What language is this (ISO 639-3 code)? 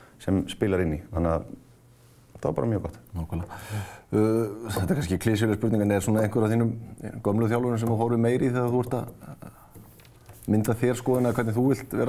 isl